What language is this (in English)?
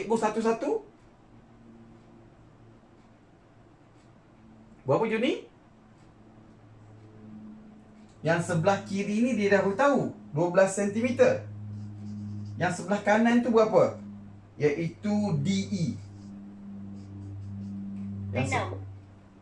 Malay